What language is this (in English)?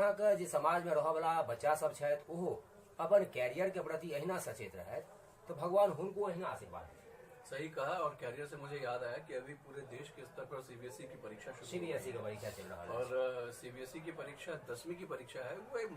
Maithili